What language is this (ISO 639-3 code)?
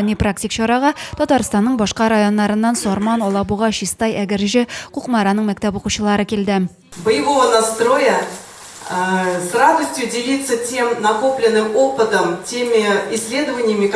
tat